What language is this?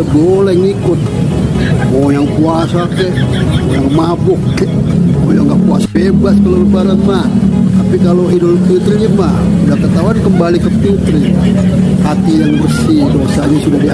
Betawi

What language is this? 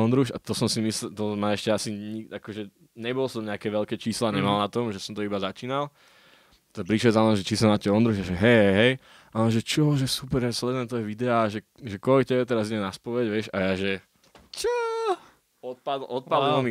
Slovak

